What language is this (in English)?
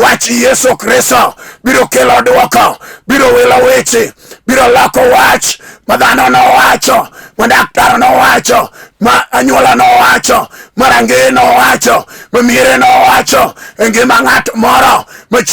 Luo (Kenya and Tanzania)